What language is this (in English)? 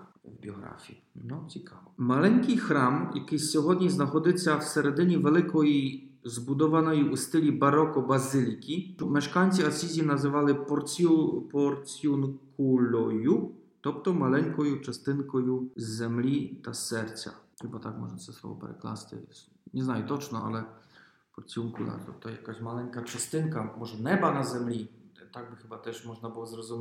Ukrainian